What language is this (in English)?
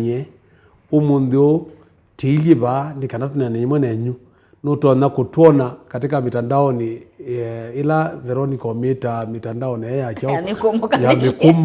Kamba